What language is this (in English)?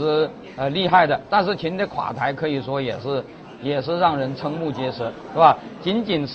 Chinese